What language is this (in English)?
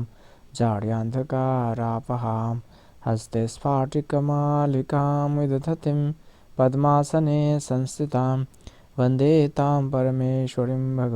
Manipuri